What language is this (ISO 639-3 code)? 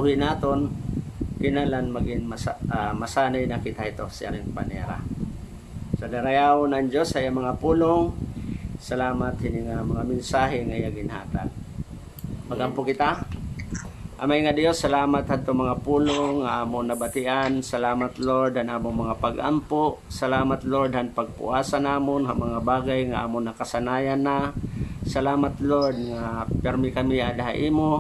war